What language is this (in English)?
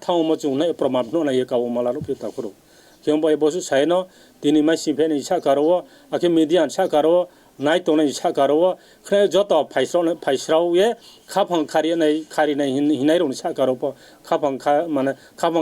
Riang (India)